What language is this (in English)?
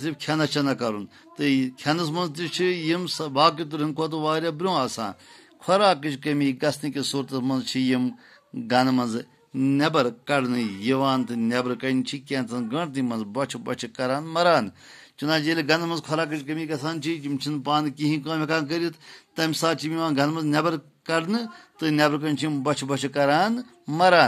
Kashmiri